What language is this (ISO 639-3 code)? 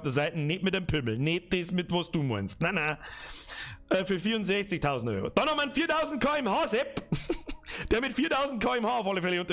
bar